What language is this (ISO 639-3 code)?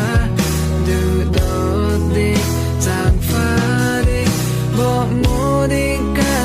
cfm